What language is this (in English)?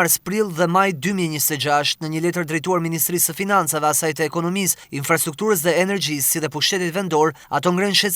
Albanian